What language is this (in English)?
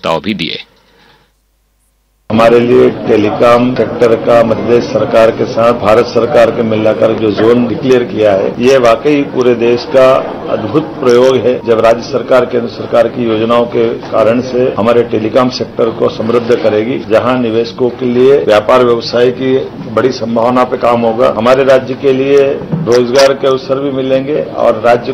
Hindi